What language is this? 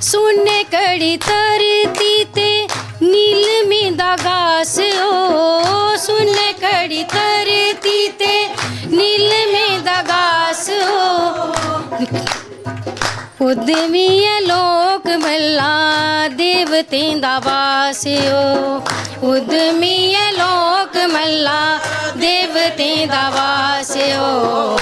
Dogri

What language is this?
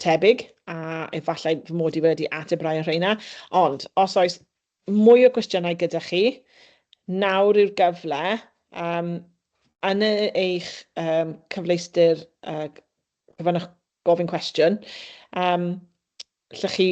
Welsh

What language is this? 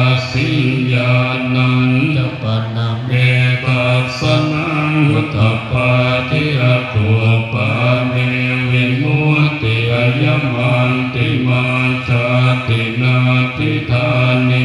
Pali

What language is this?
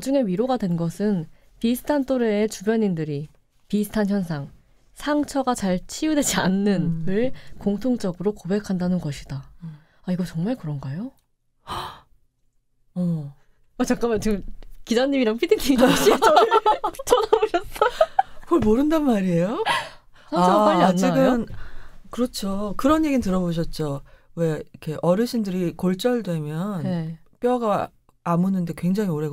Korean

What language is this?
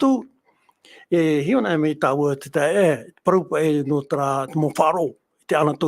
Tahitian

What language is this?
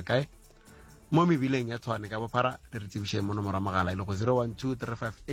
Northern Sotho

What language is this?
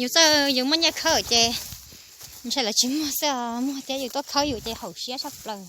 Hmong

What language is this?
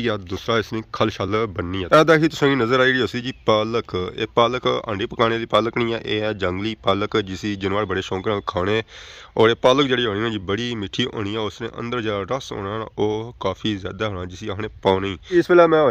Pahari-Potwari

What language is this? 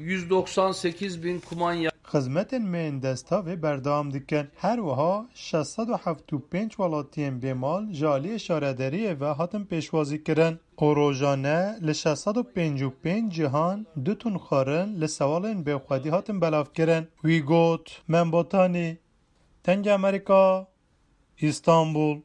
Kurdish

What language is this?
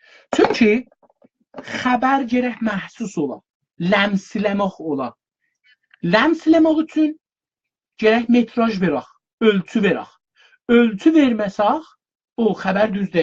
South Azerbaijani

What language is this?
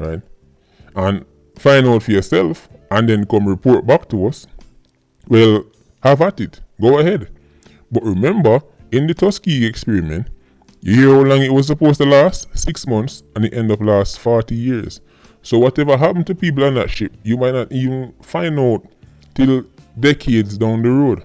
Jamaican Creole English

